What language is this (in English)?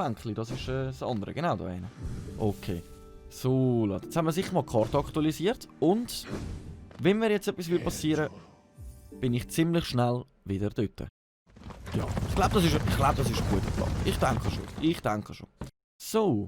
Swiss German